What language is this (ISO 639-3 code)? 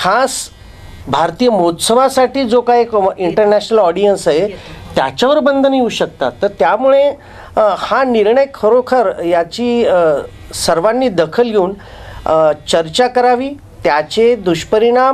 mar